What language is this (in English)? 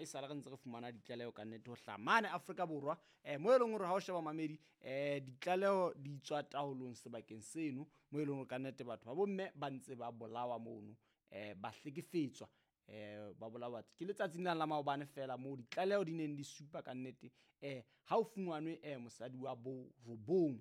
Southern Sotho